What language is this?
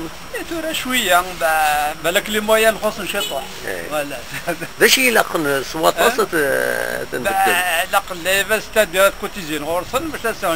Kabyle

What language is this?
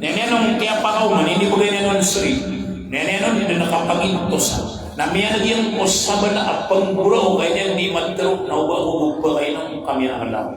Maranao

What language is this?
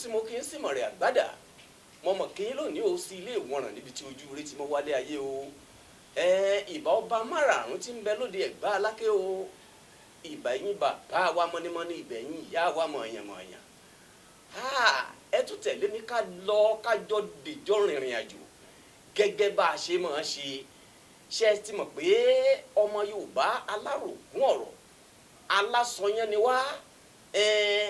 Yoruba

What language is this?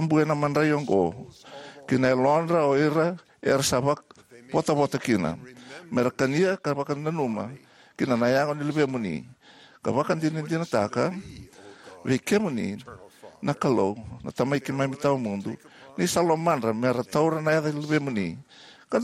Fijian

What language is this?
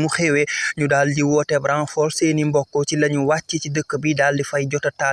Wolof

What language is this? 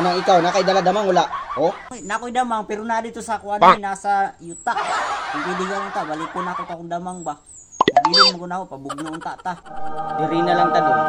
Cebuano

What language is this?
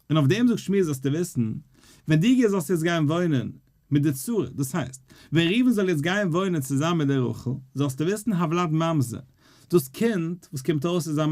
Yiddish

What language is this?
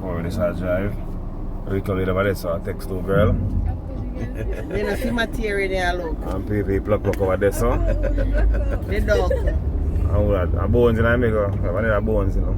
Jamaican Creole English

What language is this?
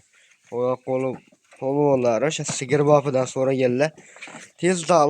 Uzbek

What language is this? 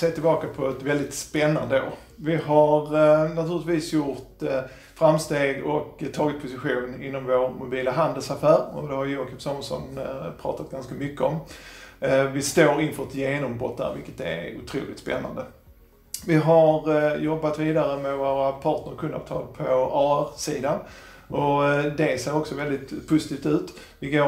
Swedish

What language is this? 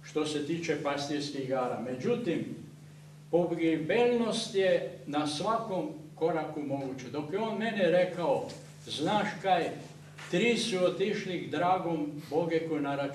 Croatian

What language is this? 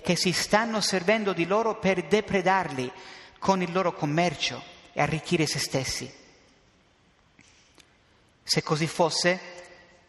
Italian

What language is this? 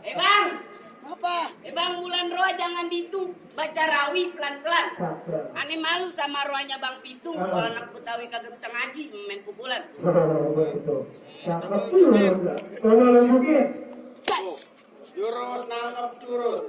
Betawi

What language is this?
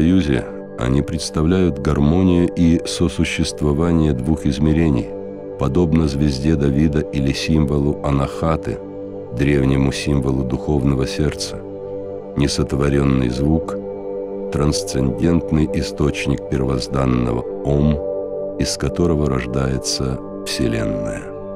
Russian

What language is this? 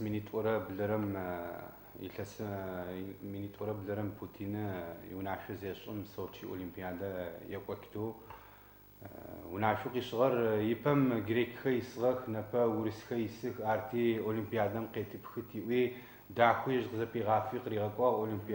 Adyghe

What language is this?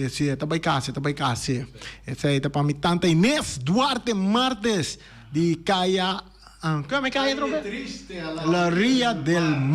Papiamento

